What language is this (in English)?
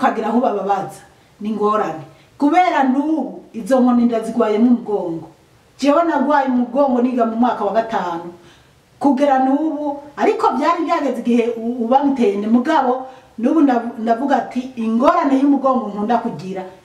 Rundi